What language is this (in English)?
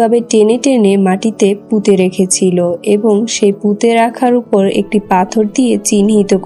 Bangla